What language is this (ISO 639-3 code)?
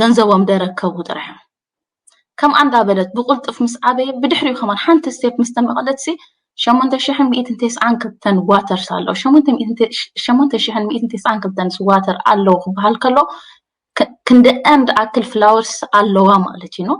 tir